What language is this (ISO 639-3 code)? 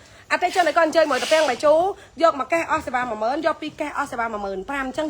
khm